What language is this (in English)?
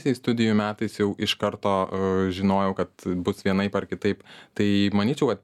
Lithuanian